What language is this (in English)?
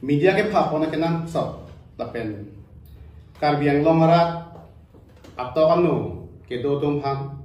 Karbi